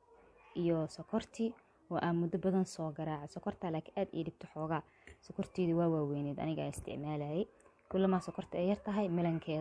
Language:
Somali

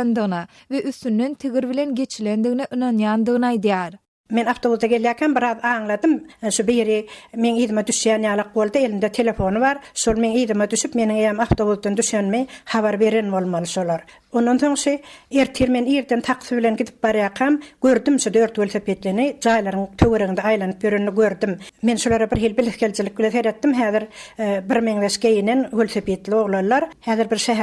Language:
Turkmen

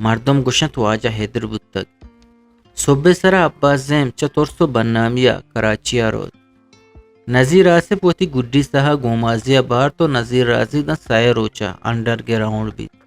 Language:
Eastern Balochi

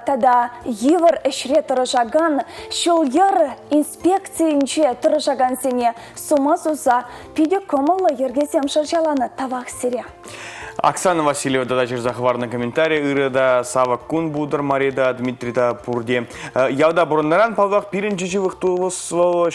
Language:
Chuvash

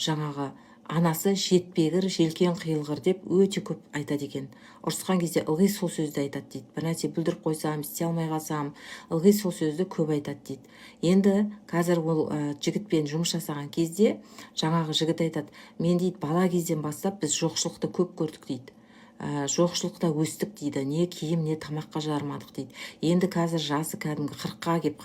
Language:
Kazakh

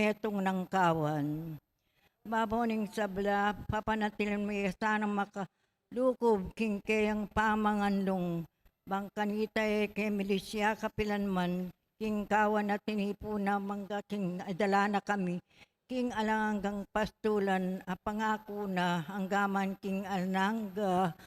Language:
Pampanga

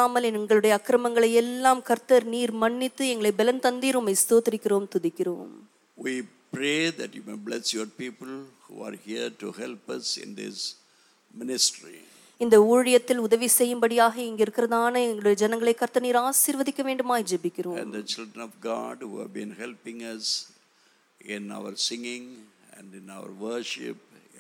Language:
Tamil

